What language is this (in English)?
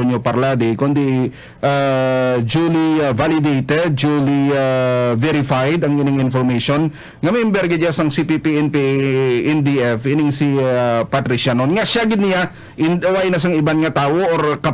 Hiligaynon